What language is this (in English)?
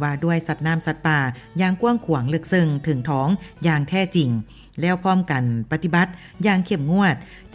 Lao